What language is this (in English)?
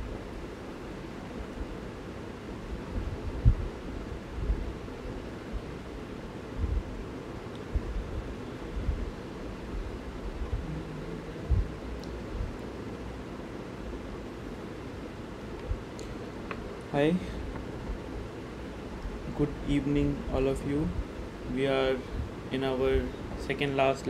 English